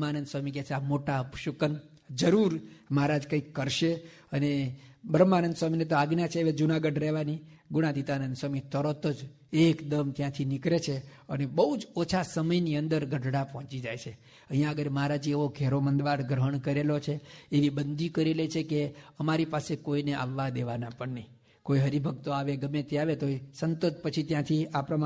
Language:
Gujarati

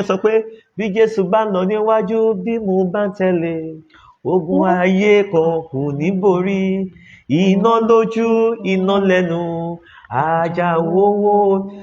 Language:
Yoruba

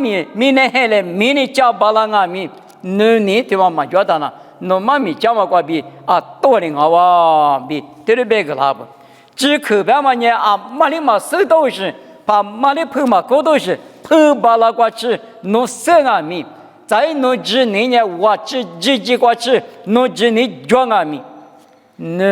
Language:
Lisu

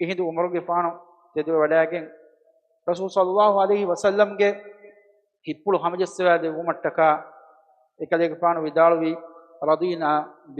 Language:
Divehi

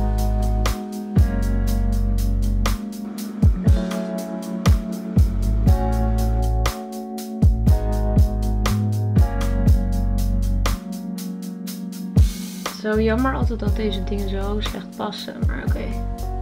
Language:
Dutch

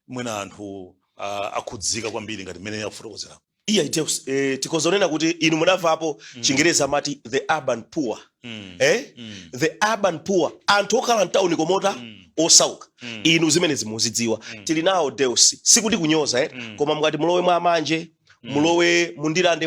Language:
Nyanja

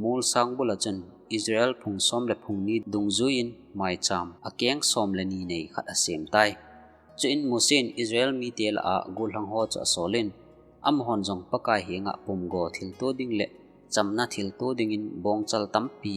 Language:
Thado Chin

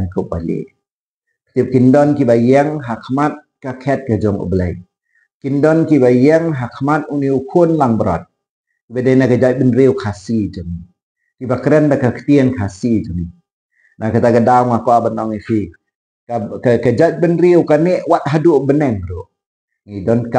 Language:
Khasi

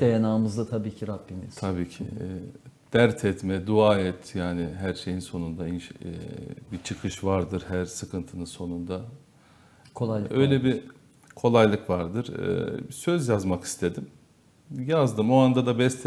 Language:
Turkish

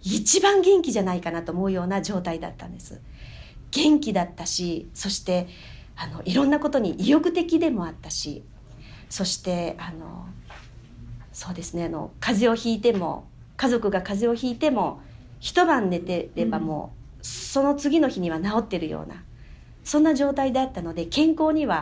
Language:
Japanese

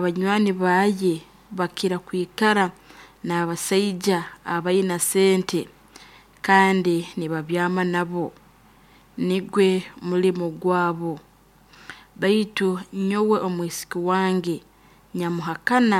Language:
Nyoro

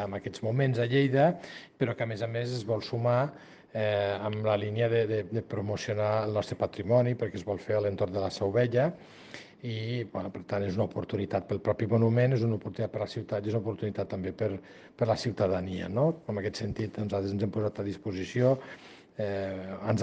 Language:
Catalan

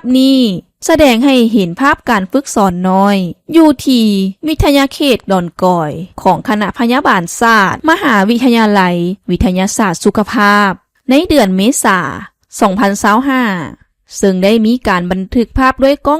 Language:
Lao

